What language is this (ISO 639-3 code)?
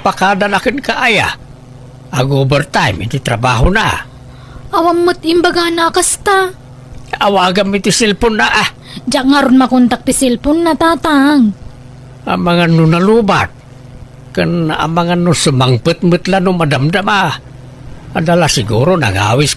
ilo